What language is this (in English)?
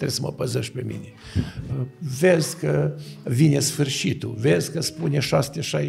Romanian